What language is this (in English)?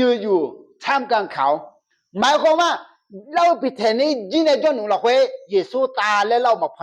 Akha